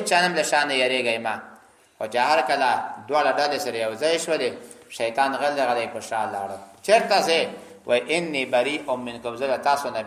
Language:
Pashto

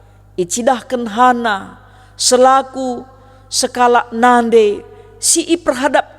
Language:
Batak Karo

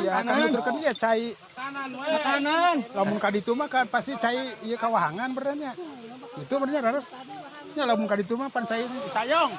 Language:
Sundanese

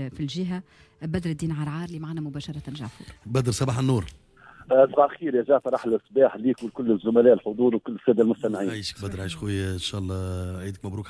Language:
Tunisian Arabic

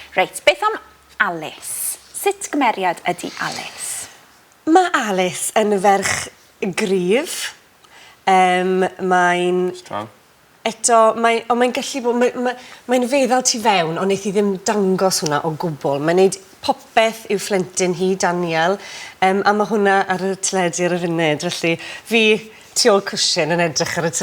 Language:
Welsh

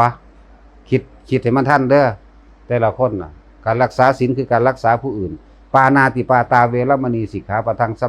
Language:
Northeastern Thai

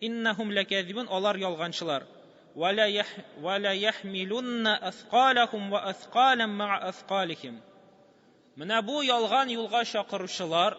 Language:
Tatar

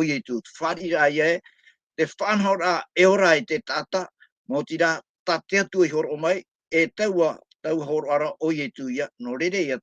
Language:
Tahitian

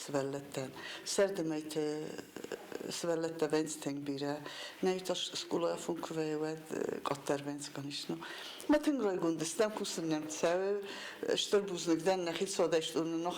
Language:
Ossetic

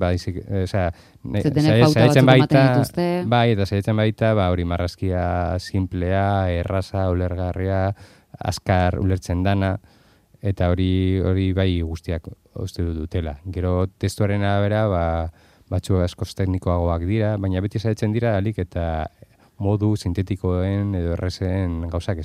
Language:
Basque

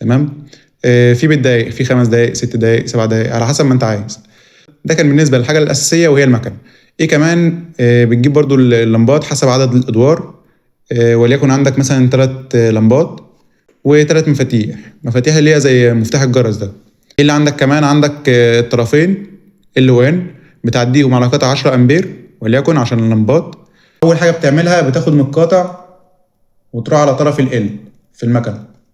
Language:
Egyptian Arabic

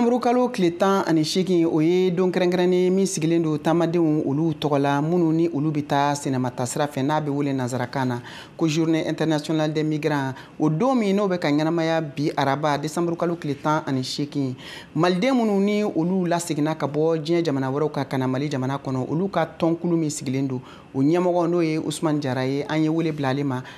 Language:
Bambara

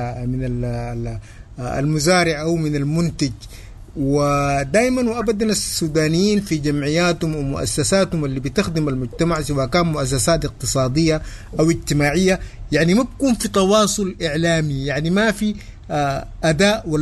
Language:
Sudanese Arabic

